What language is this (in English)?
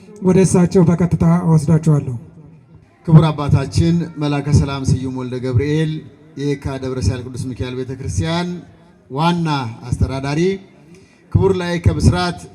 Amharic